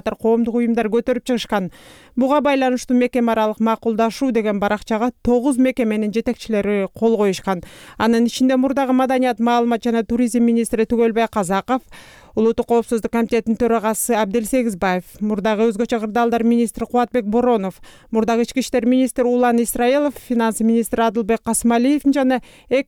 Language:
Kyrgyz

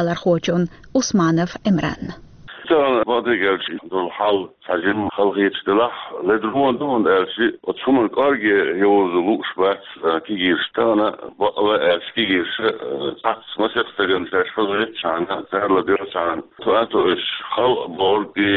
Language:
Chechen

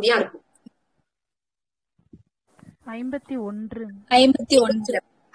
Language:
Tamil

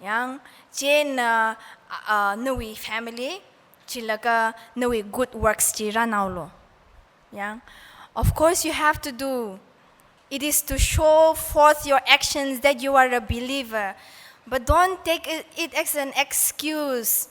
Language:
Tangkhul Naga (India)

